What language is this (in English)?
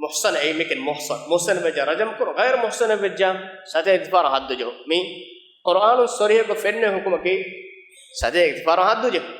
Divehi